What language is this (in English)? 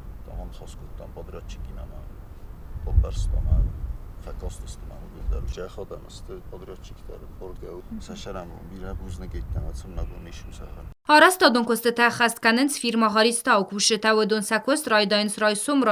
Ossetic